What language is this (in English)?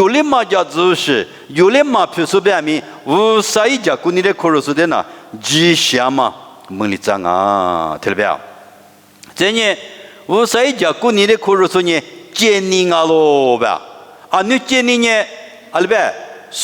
Lisu